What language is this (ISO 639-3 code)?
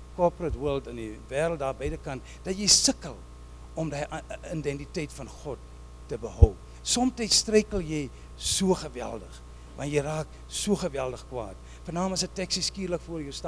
afr